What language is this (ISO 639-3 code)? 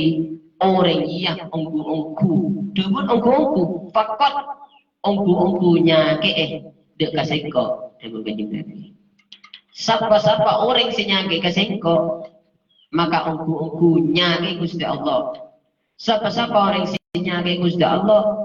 mad